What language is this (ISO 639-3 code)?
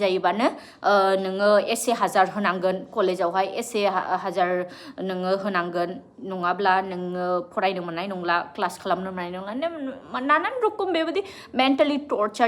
brx